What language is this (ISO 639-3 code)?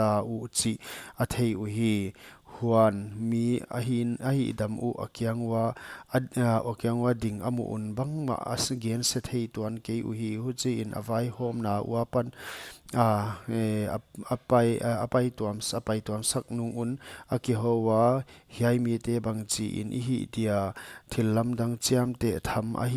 pck